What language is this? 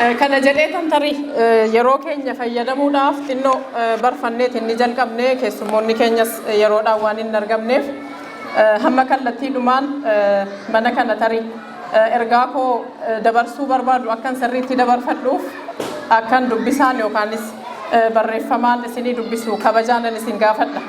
Oromo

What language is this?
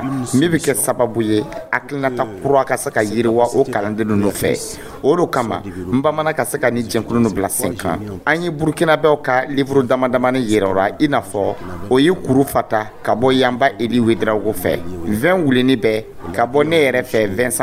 Dyula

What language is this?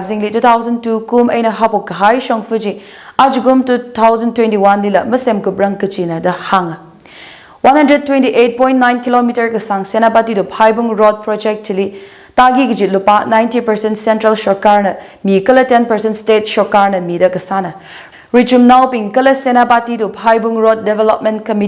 Tangkhul Naga (India)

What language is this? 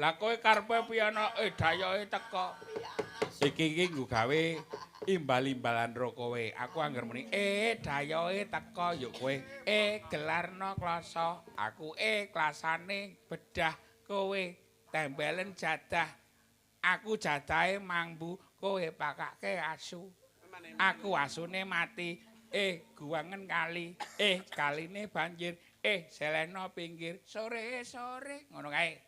Javanese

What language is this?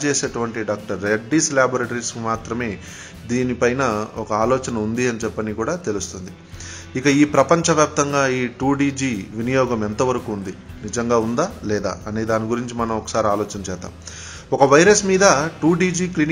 Telugu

